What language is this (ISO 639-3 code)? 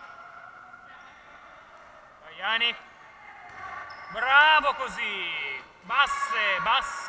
ita